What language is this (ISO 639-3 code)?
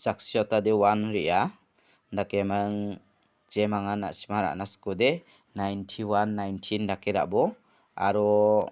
grt